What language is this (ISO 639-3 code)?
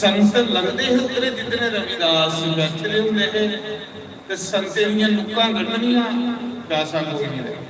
doi